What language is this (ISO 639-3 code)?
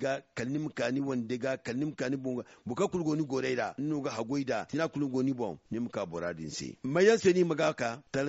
dje